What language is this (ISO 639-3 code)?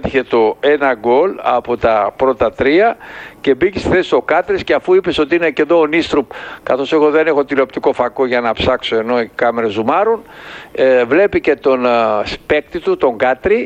ell